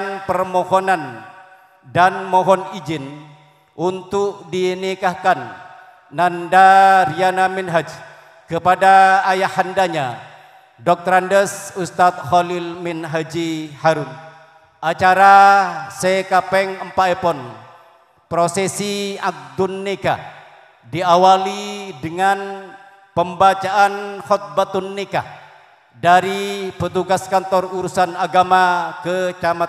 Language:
Madurese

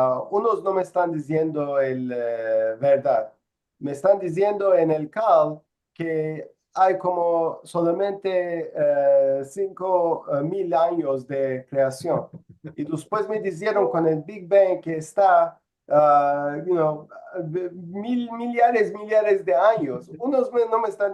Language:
Ladino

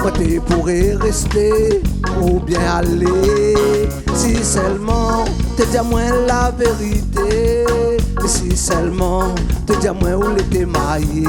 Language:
Réunion Creole French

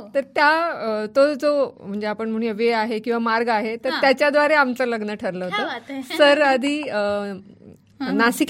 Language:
Marathi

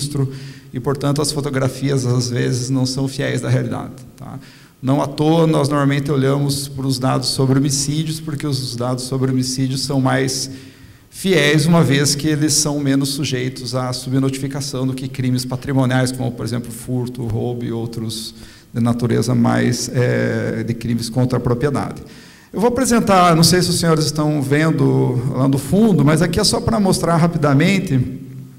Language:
Portuguese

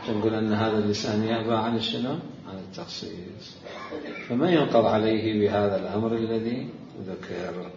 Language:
Mesopotamian Arabic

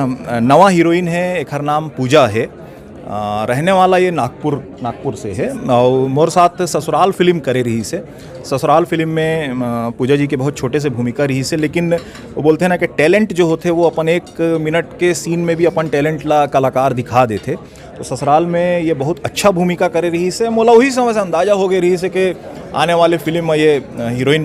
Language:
Chhattisgarhi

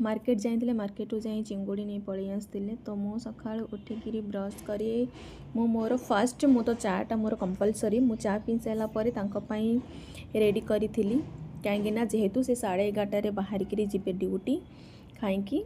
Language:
Odia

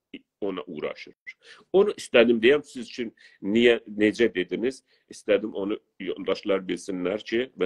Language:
South Azerbaijani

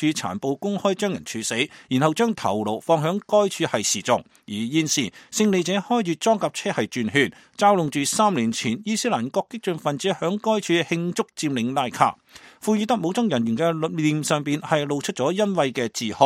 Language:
Cantonese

